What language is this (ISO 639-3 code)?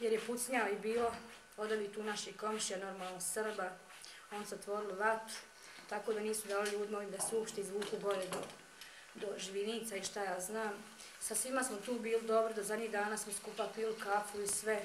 bos